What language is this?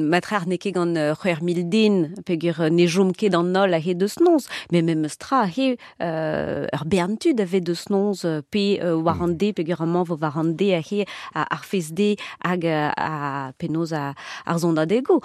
Breton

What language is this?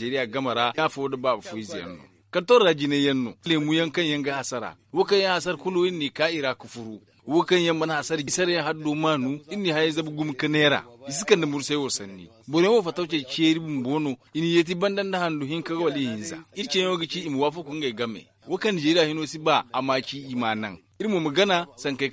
Zarma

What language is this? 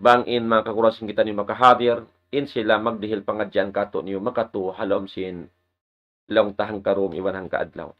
Tausug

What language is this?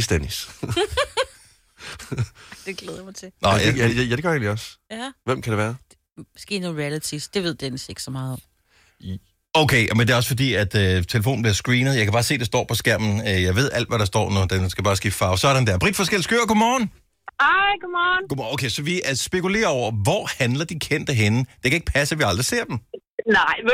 Danish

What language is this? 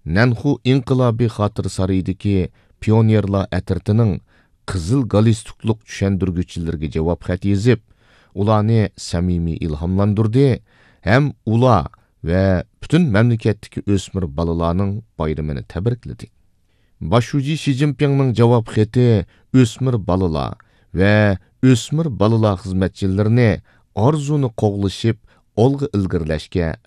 Uyghur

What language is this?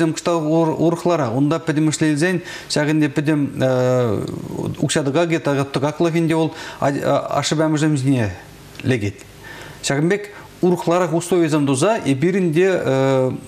Chuvash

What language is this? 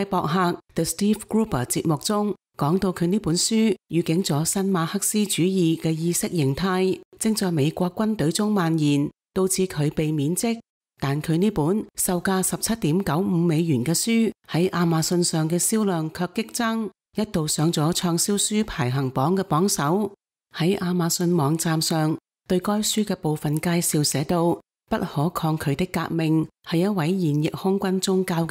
Cantonese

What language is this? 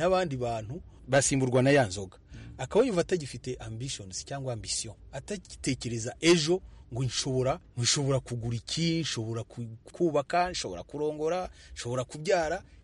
Kinyarwanda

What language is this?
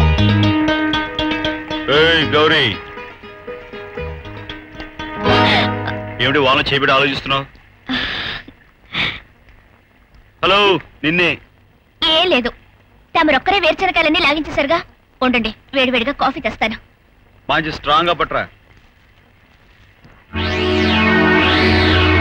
Telugu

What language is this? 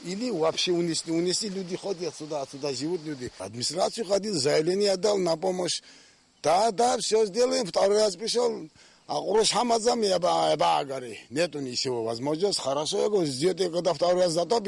Abkhazian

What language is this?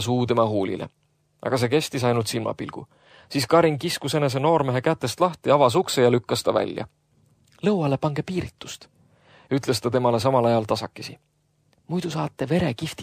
Estonian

